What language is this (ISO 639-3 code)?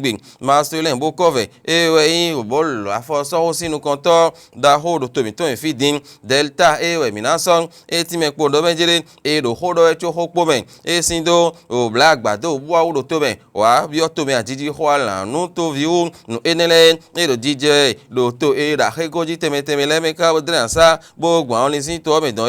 fon